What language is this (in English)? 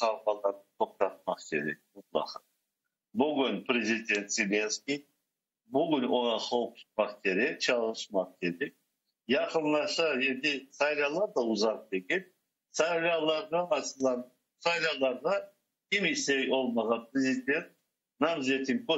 Crimean Tatar